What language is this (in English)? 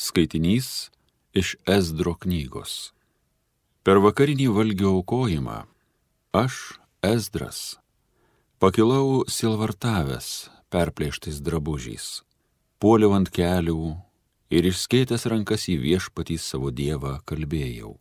Lithuanian